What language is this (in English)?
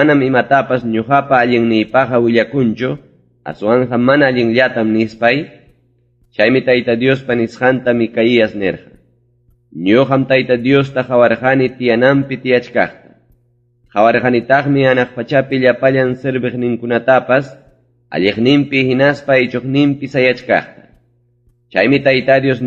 Ayacucho Quechua